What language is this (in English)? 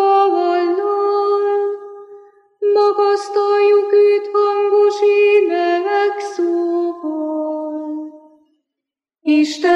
Hungarian